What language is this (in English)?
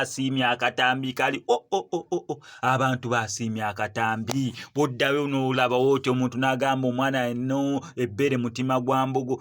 Ganda